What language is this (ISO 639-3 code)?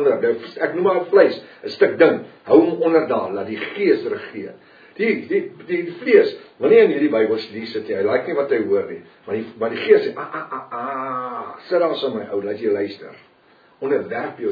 afr